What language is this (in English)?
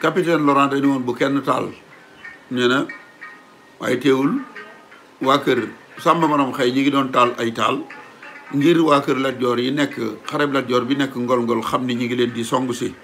Wolof